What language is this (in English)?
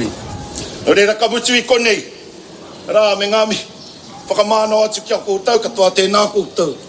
Māori